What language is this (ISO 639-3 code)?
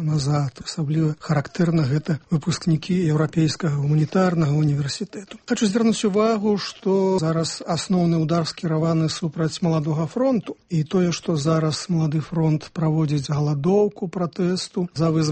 bel